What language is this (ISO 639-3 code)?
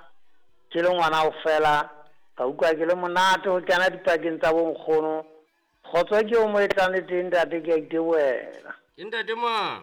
sot